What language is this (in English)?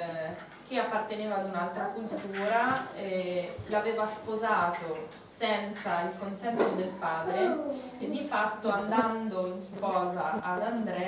Italian